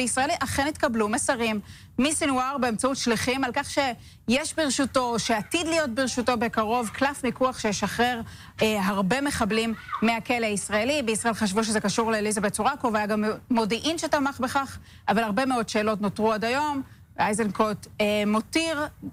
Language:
Hebrew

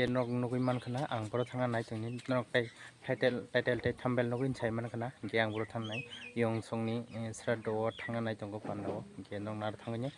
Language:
Kok Borok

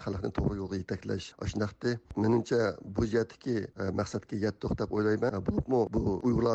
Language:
Uyghur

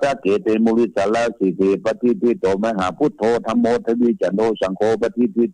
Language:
Pali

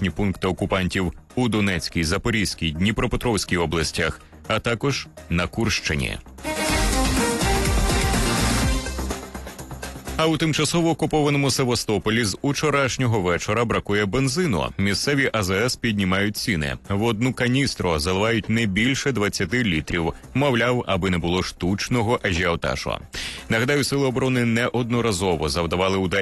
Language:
Ukrainian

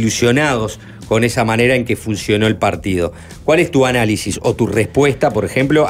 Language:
Spanish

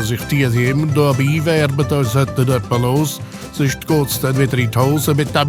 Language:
Swiss German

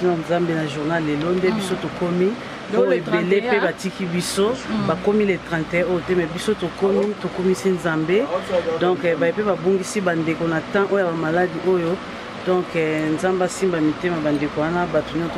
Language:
Lingala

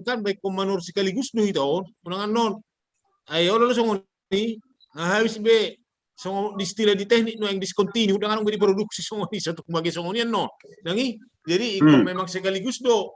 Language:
Batak Toba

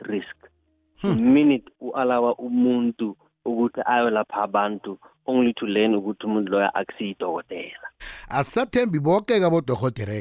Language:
South Ndebele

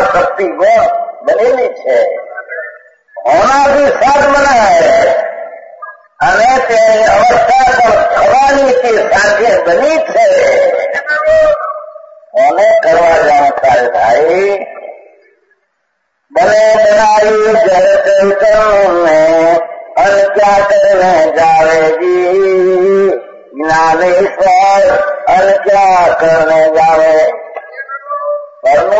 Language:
Gujarati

